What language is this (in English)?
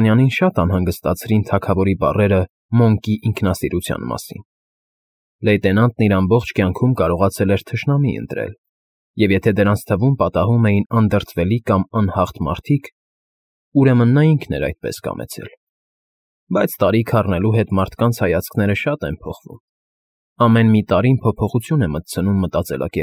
Armenian